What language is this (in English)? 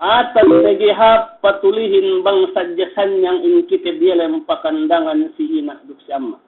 Yakan